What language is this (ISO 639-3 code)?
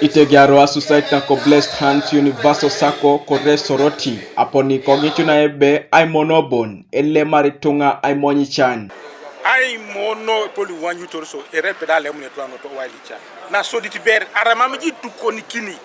teo